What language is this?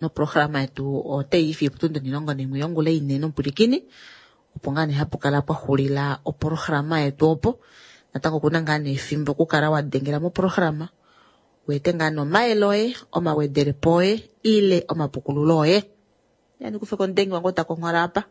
Kuanyama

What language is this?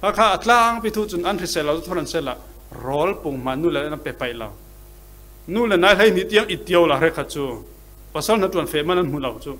Falam Chin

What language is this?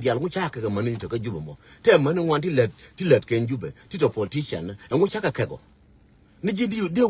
Nuer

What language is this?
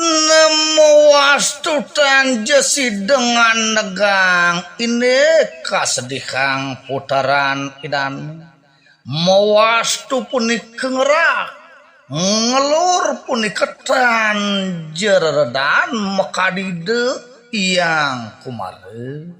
Balinese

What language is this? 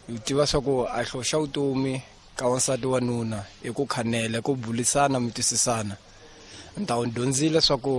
Tsonga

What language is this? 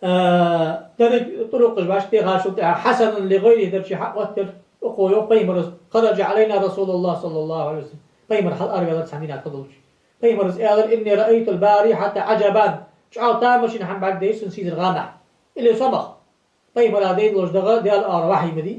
Ingush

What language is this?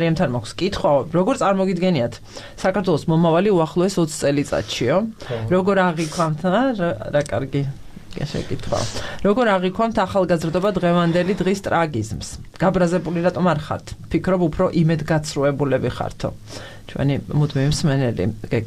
Georgian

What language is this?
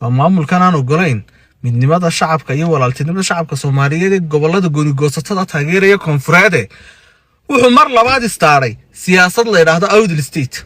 Somali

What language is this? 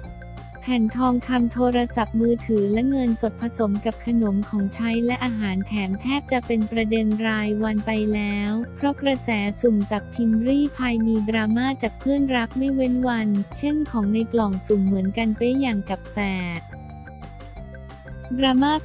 Thai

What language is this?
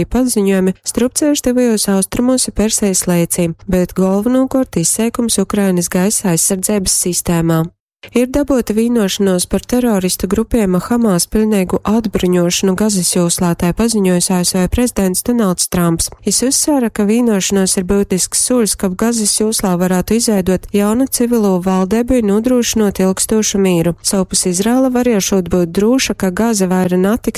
Latgalian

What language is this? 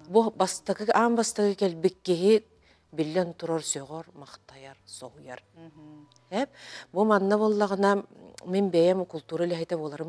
Yakut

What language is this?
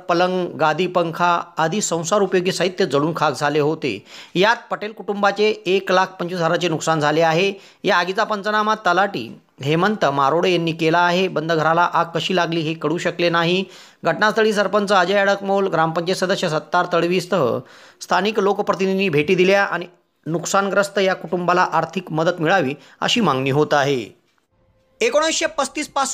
Marathi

